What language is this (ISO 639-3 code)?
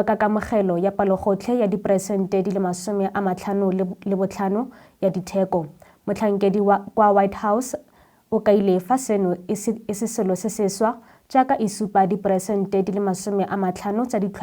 tsn